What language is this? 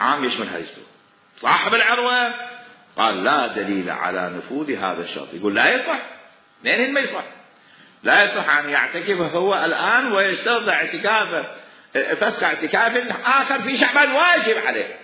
Mesopotamian Arabic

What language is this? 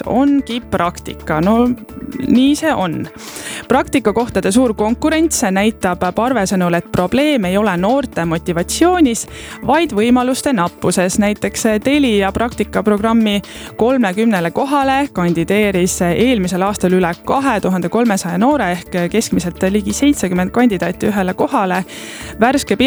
Estonian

